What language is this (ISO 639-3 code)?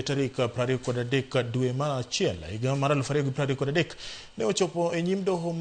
luo